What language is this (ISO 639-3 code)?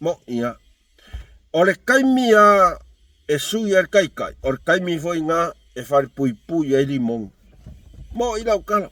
smo